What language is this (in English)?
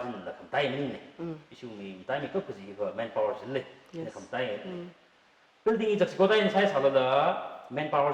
Tangkhul Naga (India)